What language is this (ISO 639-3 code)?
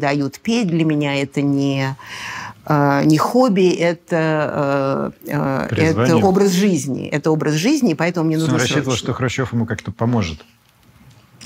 rus